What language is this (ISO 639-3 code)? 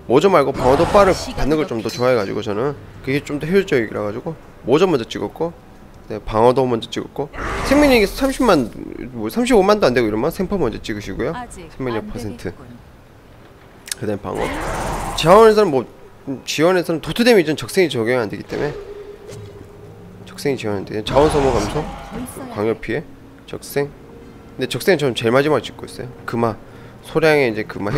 kor